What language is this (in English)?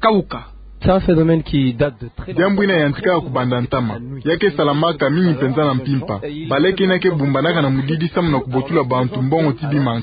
Kituba (Democratic Republic of Congo)